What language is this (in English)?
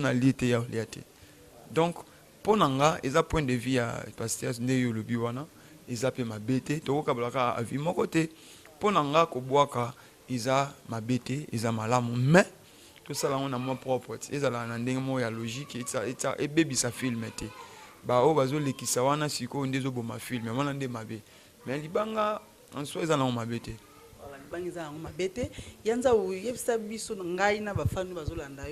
Lingala